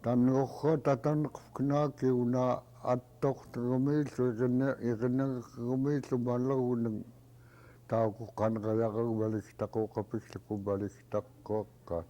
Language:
Central Yupik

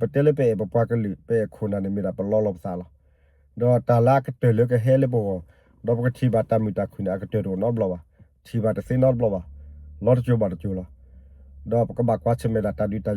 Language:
S'gaw Karen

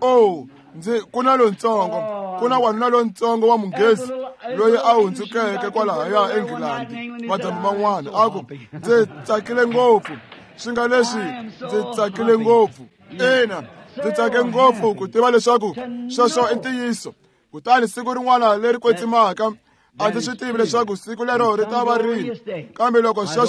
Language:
Tsonga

